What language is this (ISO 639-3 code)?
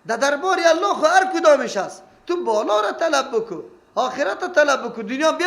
fas